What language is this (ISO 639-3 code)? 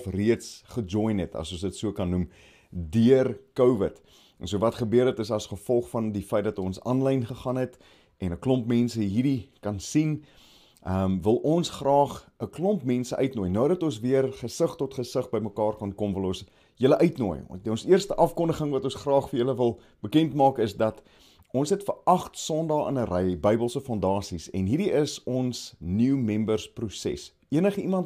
afr